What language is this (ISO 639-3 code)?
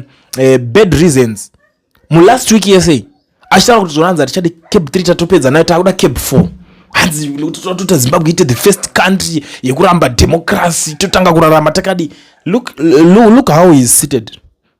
sna